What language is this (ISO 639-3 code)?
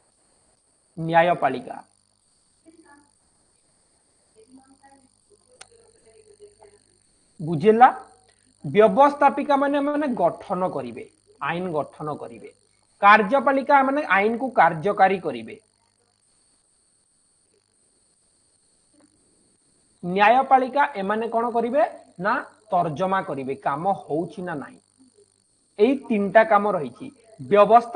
ori